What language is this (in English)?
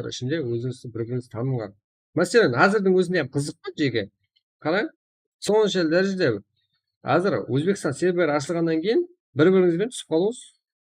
Kara-Kalpak